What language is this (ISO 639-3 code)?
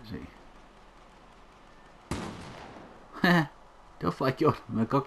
dan